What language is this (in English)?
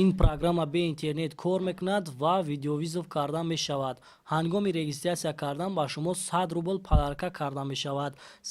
Tajik